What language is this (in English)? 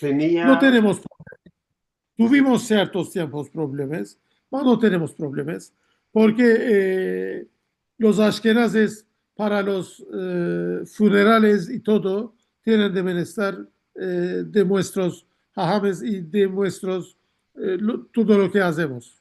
Ladino